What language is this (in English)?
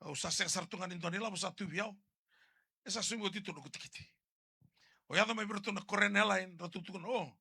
Fijian